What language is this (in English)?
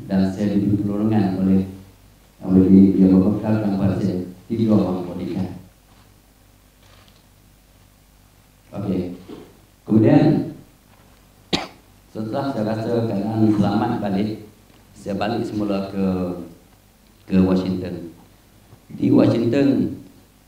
Malay